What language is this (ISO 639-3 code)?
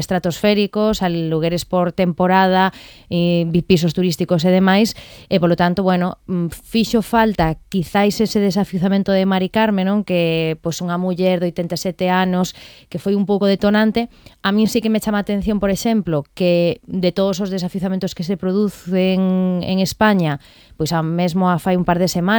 glg